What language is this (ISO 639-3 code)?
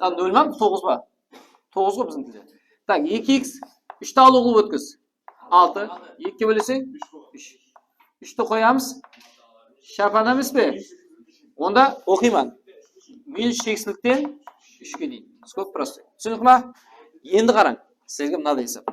kaa